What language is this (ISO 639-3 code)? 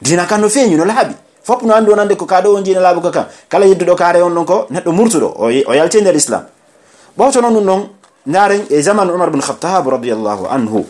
fuf